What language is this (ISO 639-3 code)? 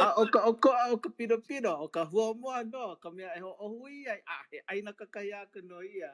haw